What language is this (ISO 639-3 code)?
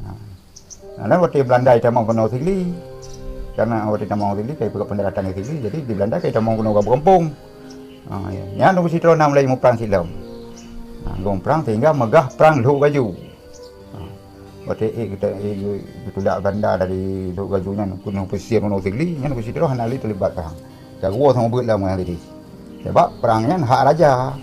ace